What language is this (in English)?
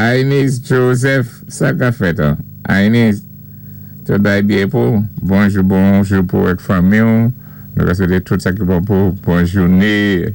Saint Lucian Creole French